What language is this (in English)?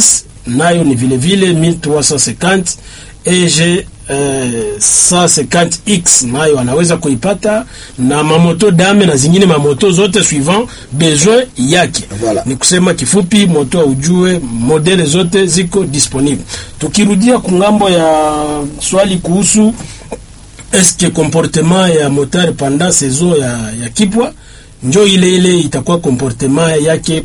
Swahili